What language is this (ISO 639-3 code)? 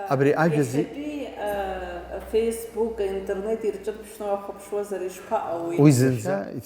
abk